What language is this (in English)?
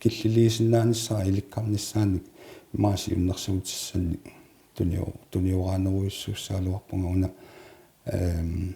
Kalaallisut